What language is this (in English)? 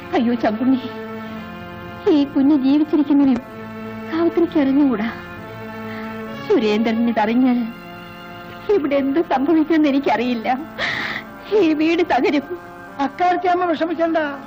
Malayalam